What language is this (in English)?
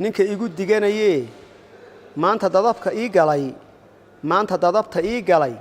Somali